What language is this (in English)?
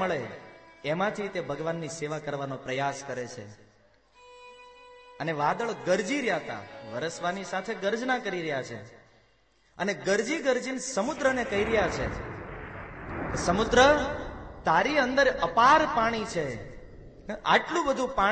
Gujarati